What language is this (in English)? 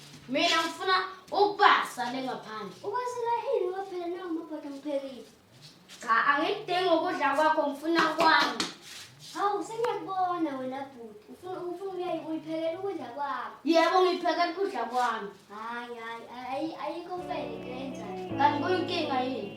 Zulu